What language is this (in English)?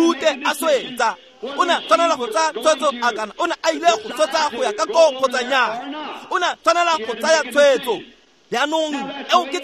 Tswana